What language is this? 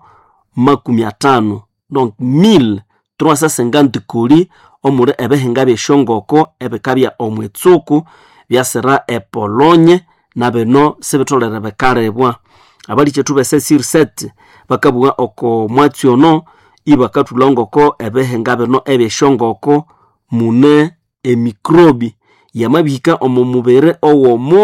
Nande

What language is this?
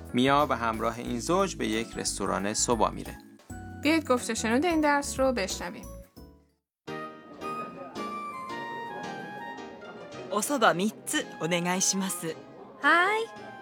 Persian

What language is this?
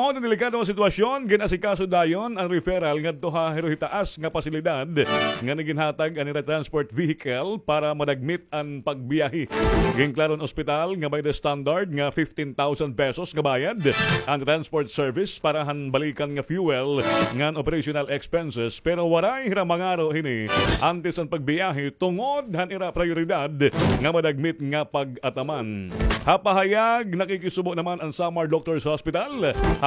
Waray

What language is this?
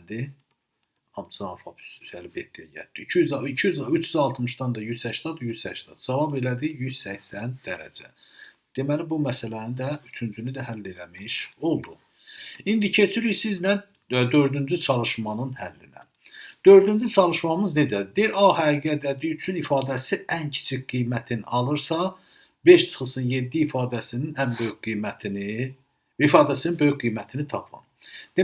Azerbaijani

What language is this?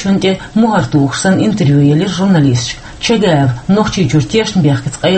Chechen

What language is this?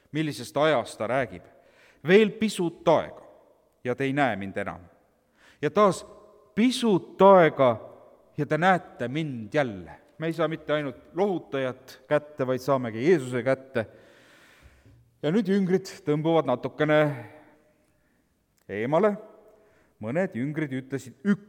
Estonian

